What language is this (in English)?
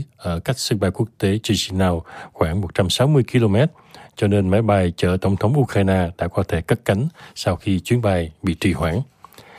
Vietnamese